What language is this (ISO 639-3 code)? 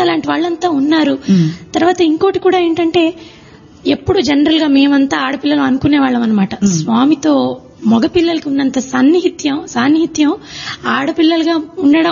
tel